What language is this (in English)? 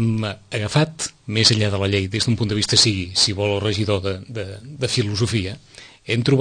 Catalan